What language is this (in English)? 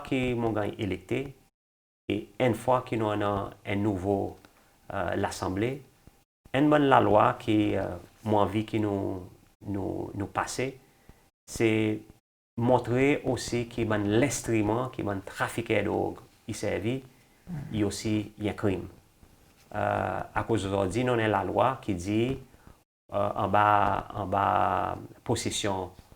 Seselwa Creole French